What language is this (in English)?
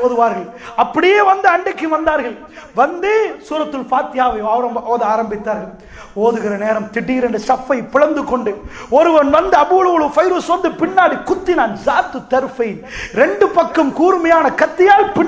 Tamil